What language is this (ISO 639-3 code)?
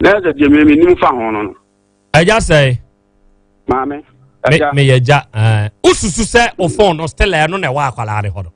aka